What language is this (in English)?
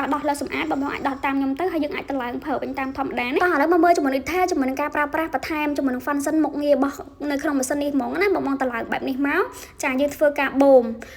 Khmer